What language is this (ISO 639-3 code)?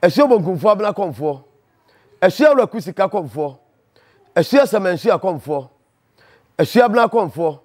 aka